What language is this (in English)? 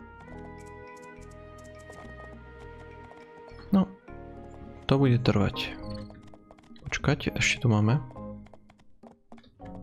Slovak